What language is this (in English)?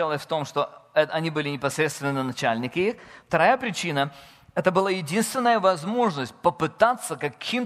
Russian